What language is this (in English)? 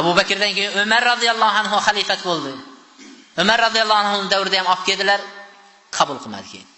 Uzbek